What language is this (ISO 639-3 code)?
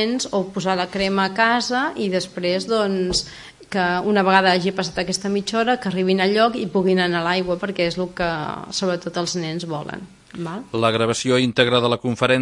cat